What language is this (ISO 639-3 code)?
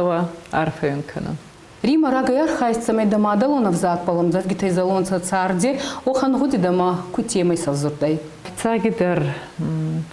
oss